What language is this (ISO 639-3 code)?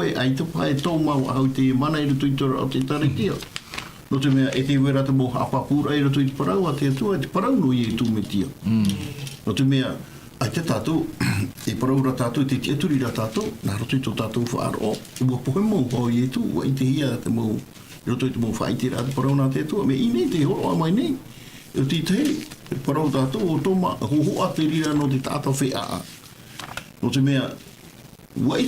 tah